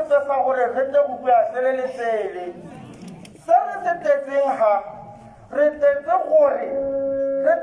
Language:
Tswana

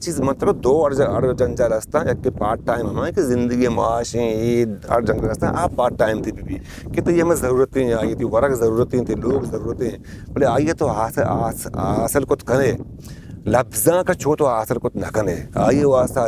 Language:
Eastern Balochi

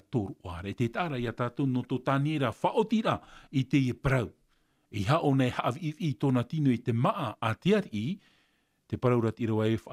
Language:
Tahitian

